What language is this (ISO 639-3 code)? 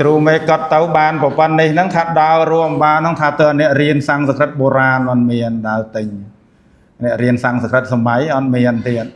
khm